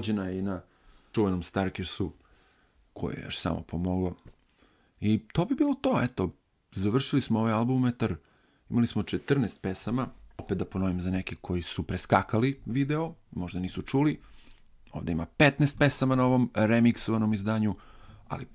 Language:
Serbian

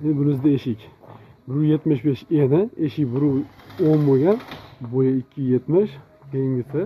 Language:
Uzbek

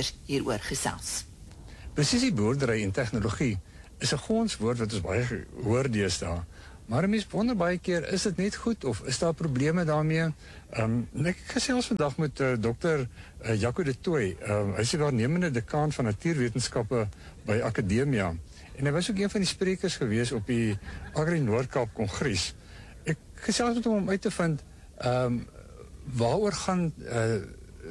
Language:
Afrikaans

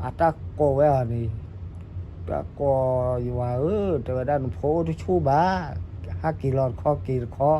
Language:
S'gaw Karen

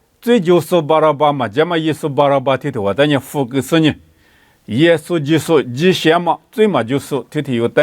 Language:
Lisu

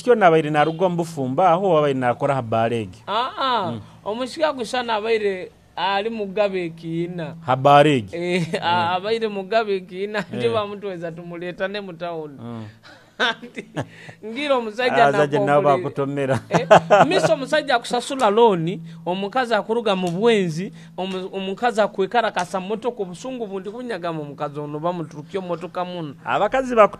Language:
Nyoro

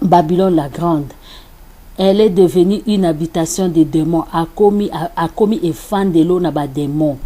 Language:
Lingala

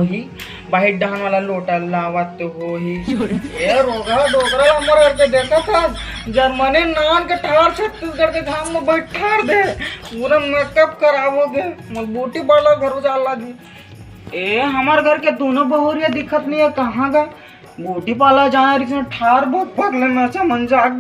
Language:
Chhattisgarhi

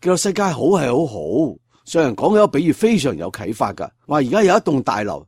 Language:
Cantonese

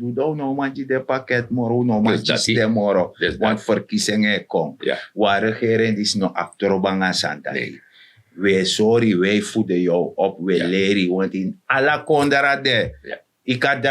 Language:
Sranan Tongo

